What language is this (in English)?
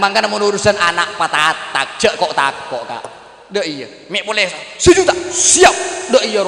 Madurese